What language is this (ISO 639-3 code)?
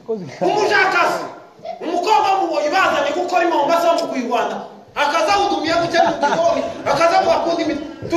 kin